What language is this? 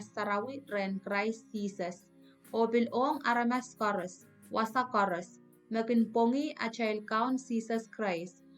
Pohnpeian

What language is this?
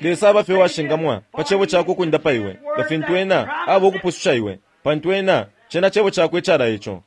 Bemba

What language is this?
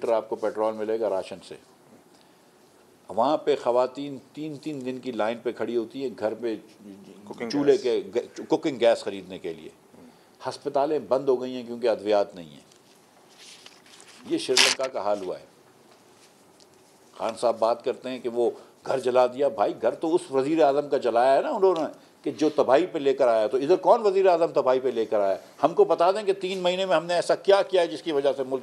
Urdu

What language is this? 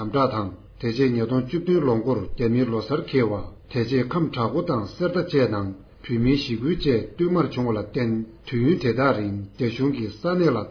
Tibetan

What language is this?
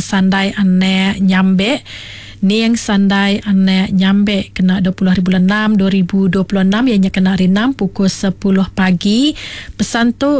Iban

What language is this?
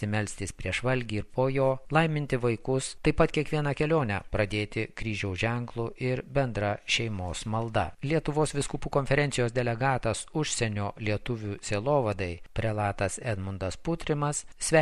Lithuanian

